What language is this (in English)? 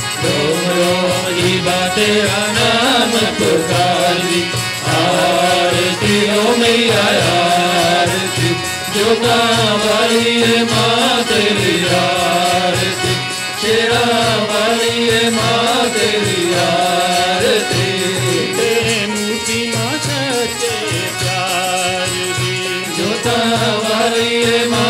Punjabi